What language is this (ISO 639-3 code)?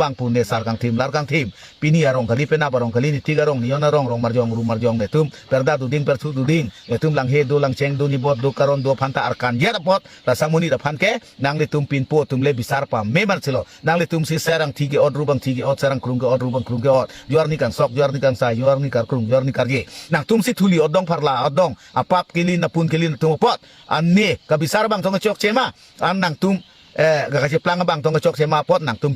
mjw